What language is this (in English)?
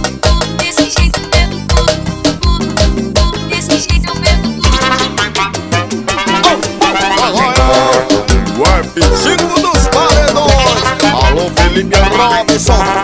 Portuguese